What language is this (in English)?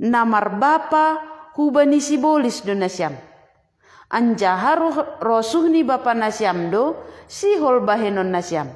Batak Simalungun